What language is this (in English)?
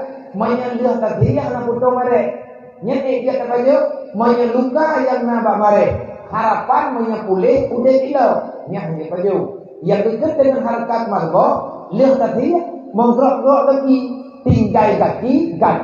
Achinese